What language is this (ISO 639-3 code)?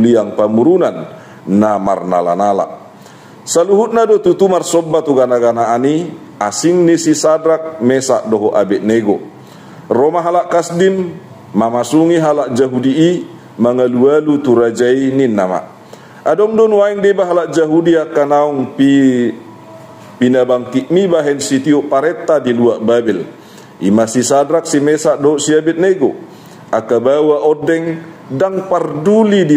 bbc